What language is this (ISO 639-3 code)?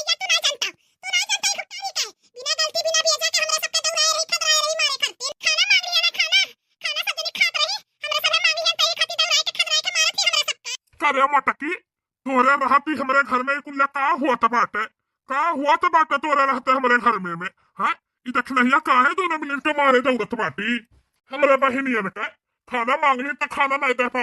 bho